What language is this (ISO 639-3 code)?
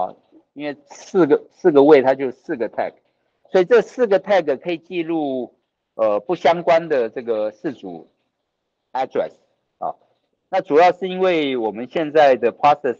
zho